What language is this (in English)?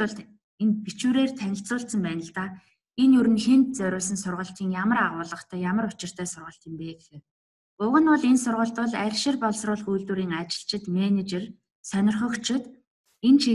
Mongolian